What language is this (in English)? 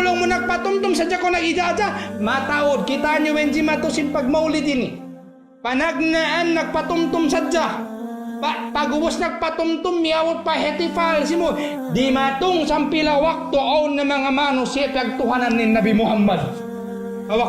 Tausug